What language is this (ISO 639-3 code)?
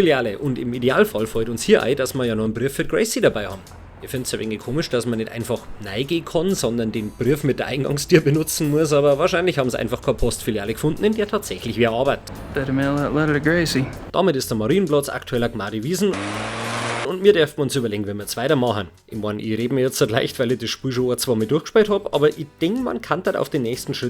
bar